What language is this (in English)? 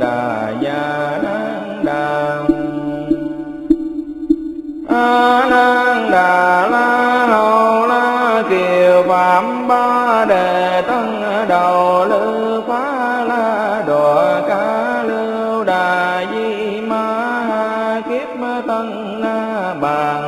Vietnamese